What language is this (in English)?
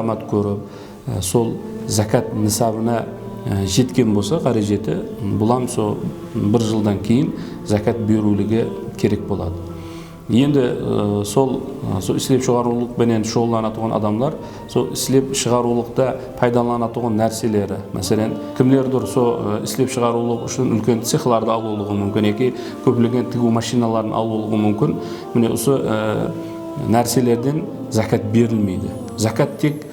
Kara-Kalpak